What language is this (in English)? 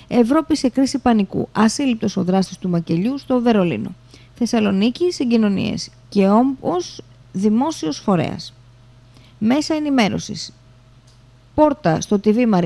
Greek